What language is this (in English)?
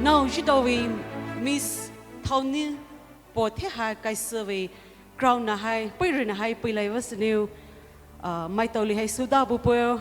Poumei Naga